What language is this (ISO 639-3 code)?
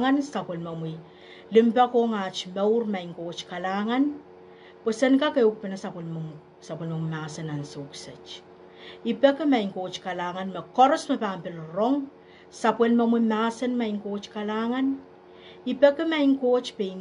pon